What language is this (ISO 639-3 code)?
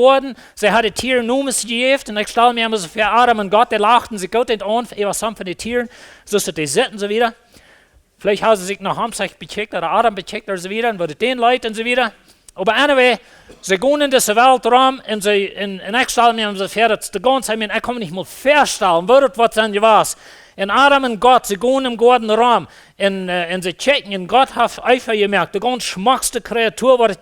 pdt